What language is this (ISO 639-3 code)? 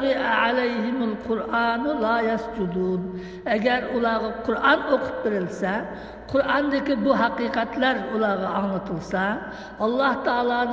uig